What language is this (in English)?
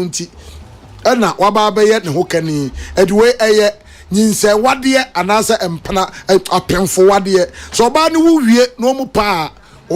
Akan